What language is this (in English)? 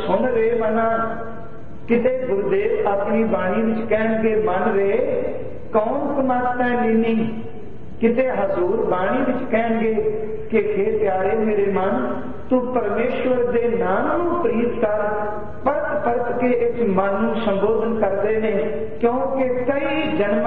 Punjabi